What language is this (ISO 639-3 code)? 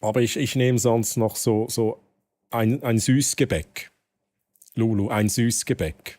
gsw